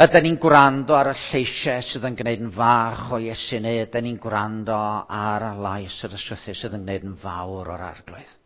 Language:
Welsh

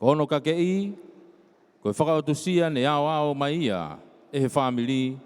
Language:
Tongan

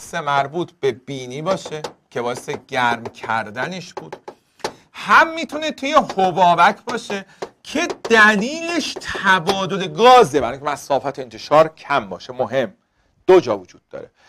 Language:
Persian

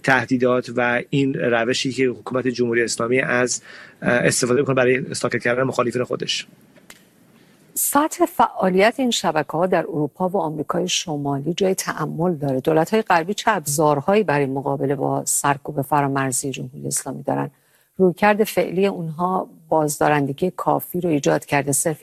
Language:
Persian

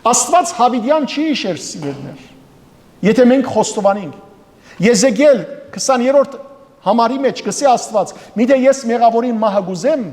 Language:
Western Armenian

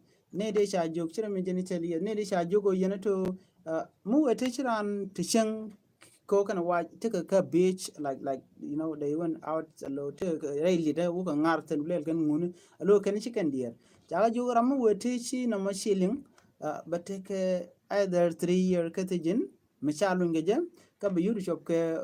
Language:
Nuer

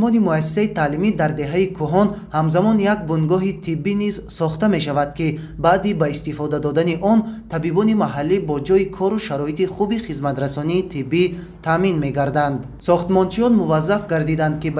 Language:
Tajik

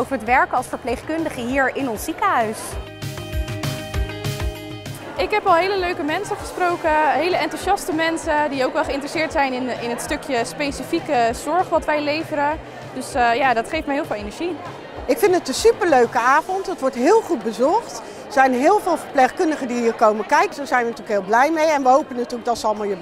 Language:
Dutch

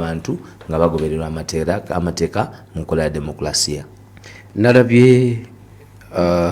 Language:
Ganda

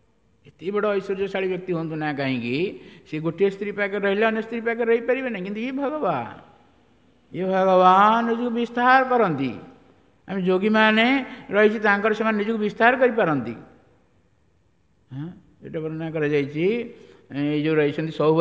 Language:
Odia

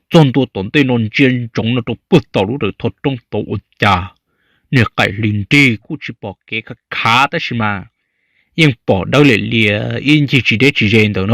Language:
Hmong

